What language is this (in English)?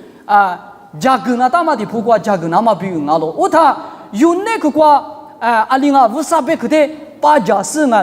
Lisu